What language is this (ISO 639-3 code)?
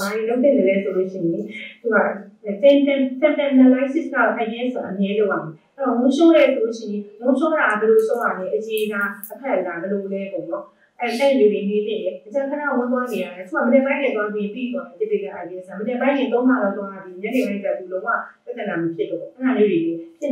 mya